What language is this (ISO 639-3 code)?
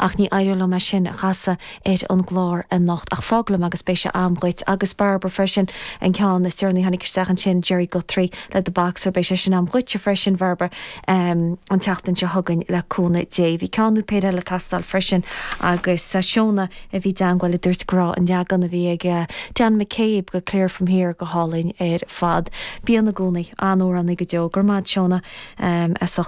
gle